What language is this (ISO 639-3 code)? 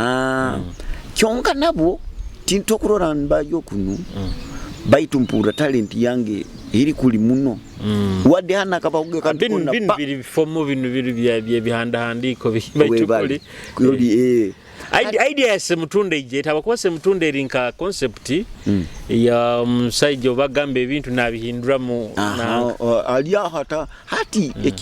nyo